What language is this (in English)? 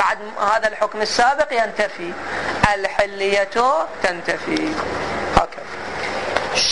Arabic